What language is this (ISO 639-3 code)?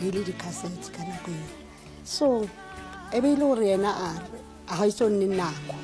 nso